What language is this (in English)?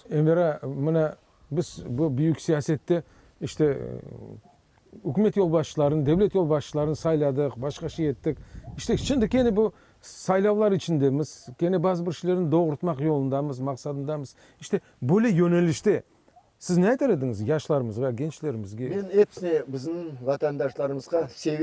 Crimean Tatar